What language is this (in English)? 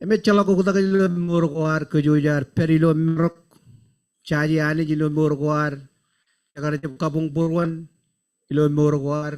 Marshallese